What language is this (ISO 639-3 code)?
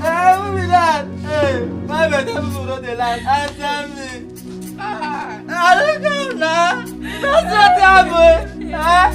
pcm